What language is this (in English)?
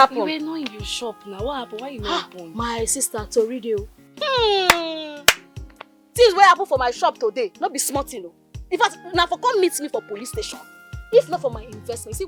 Nigerian Pidgin